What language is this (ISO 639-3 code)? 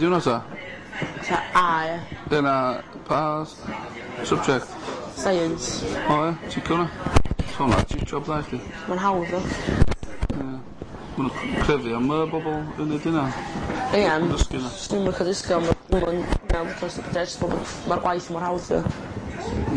cym